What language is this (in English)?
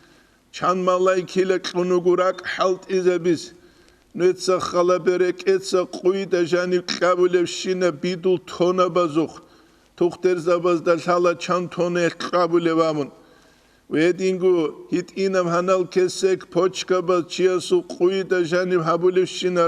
Avaric